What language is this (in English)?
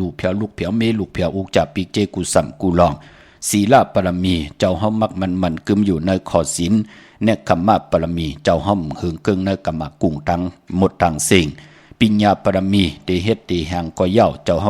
Shan